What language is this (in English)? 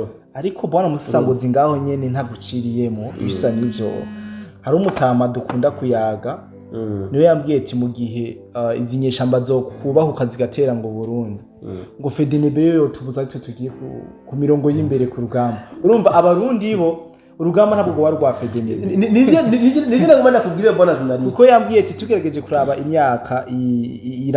Rundi